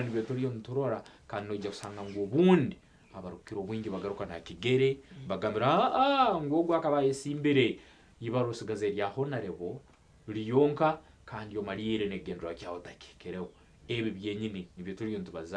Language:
Nyankole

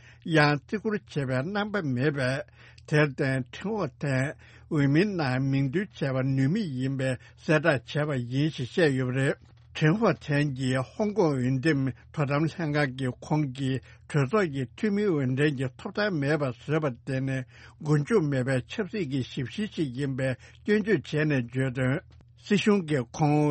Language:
Tibetan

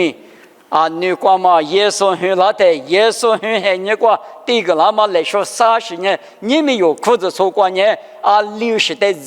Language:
Lisu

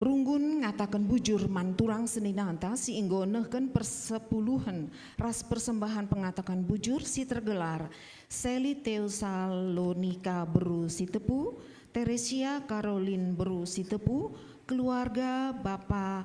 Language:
Batak Karo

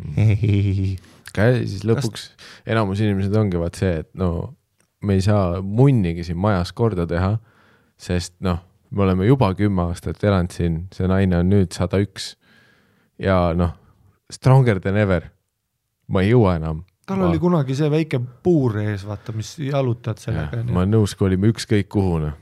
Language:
Estonian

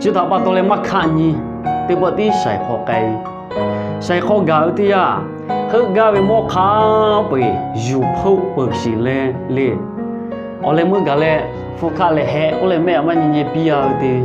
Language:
Lahu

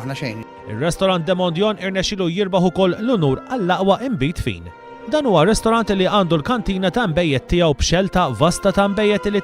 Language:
Maltese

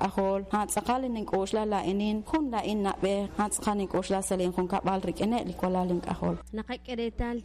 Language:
Kekchí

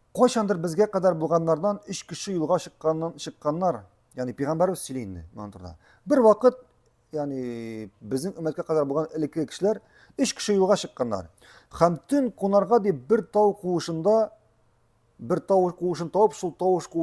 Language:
Tatar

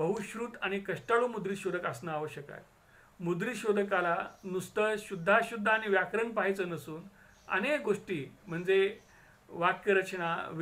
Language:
Marathi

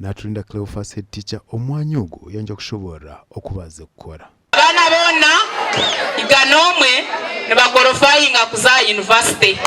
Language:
Nyankole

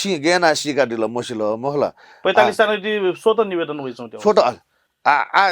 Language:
Newari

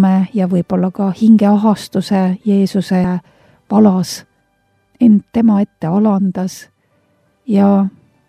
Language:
Estonian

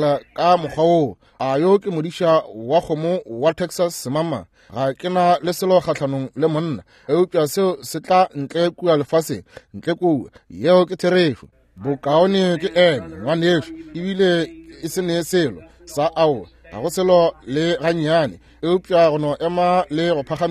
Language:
Northern Sotho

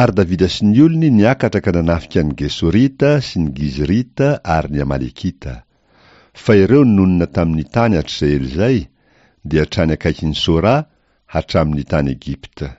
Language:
Malagasy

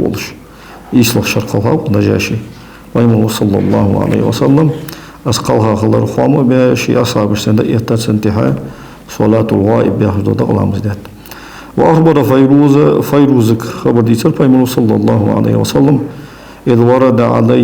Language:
Ingush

